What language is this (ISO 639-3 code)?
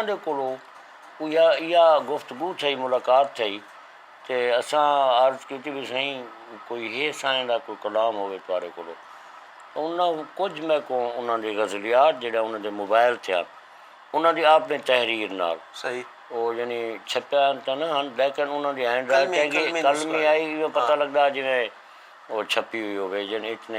skr